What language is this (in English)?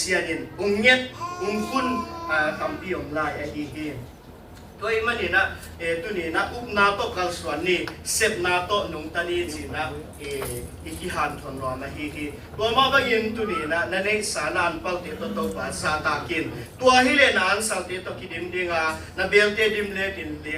Tedim Chin